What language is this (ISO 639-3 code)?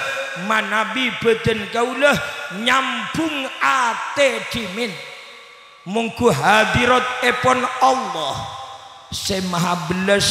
mad